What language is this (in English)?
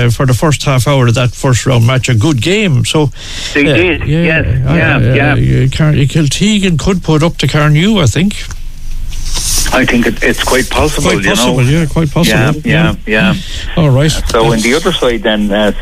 English